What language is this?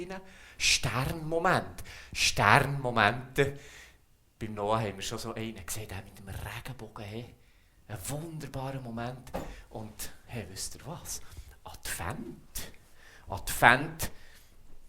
Swiss German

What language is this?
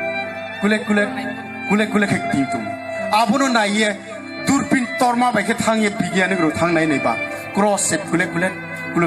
Riang (India)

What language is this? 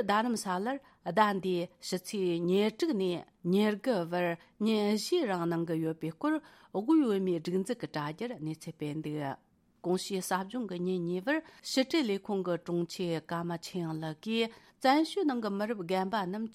Tibetan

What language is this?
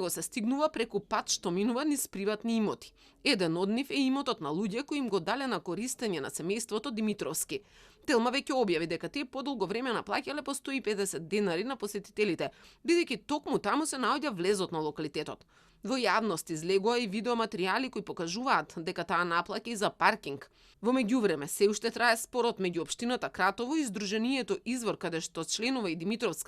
Macedonian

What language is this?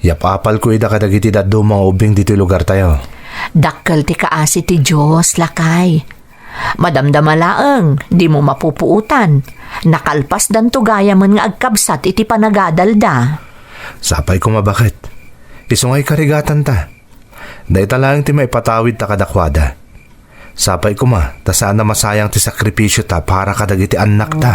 Iloko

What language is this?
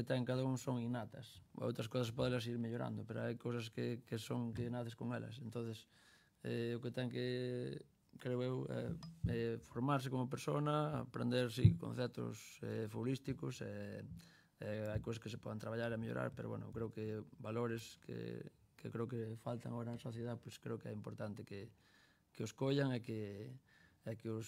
Galician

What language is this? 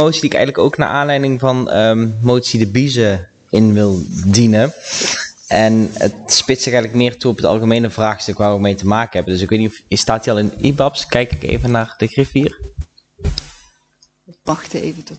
Dutch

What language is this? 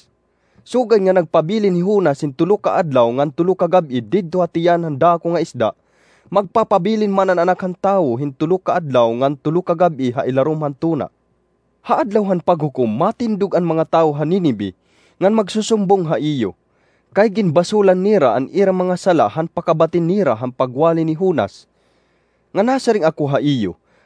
Waray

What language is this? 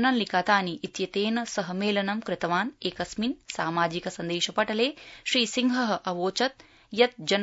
Sanskrit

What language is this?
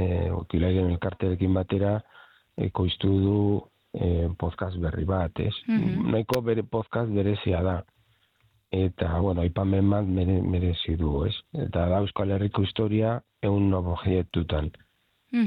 Basque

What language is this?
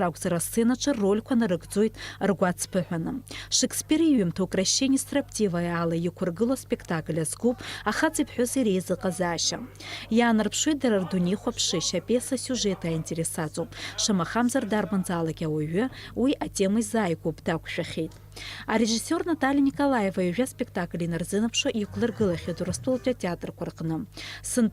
Abkhazian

